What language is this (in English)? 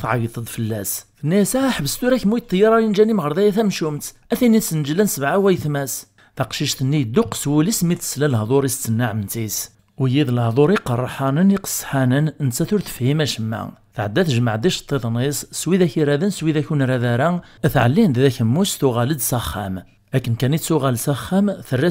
Kabyle